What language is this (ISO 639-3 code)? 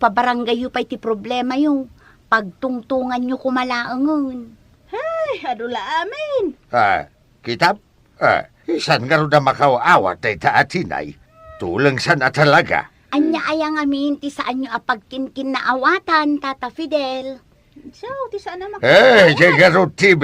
ilo